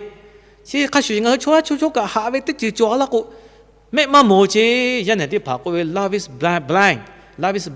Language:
Lahu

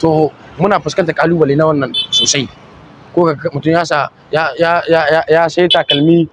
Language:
Hausa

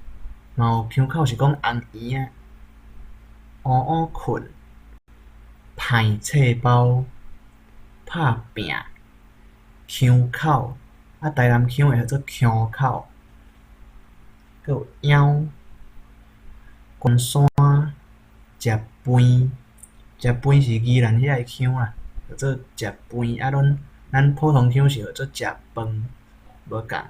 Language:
Min Nan Chinese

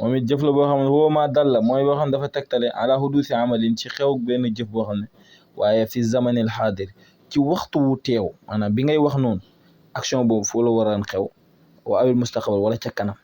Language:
Wolof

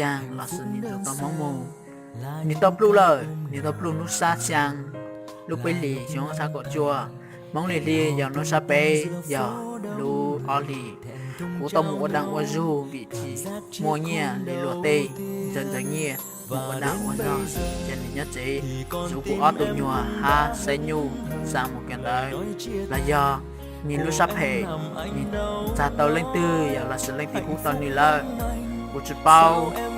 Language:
Hmong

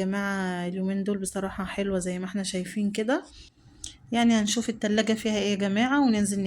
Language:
Egyptian Arabic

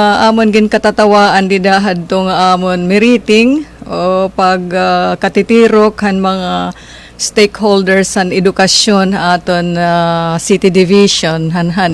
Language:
Waray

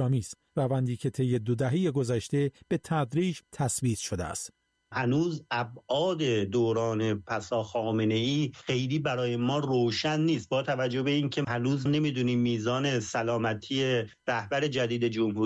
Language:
Persian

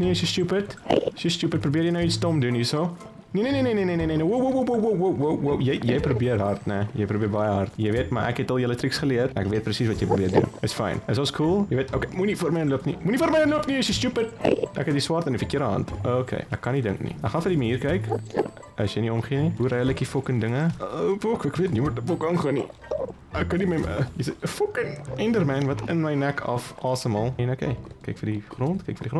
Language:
Afrikaans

